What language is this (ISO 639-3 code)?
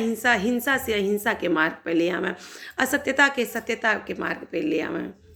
bho